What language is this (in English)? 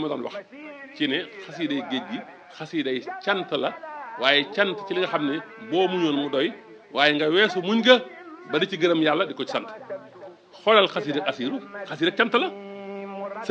Wolof